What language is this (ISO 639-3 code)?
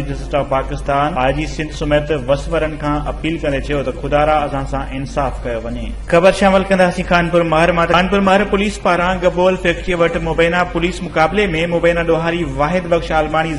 snd